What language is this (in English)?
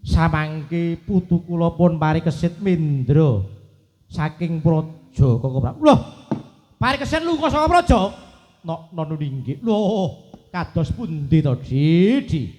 Javanese